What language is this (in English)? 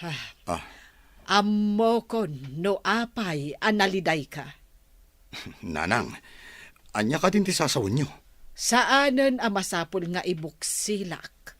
Iloko